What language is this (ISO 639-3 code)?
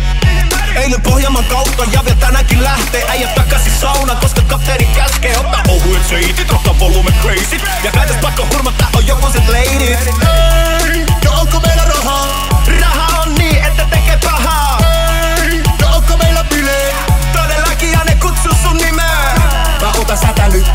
fin